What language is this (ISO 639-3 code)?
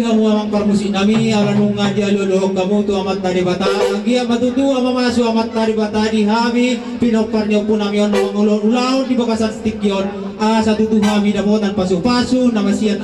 bbc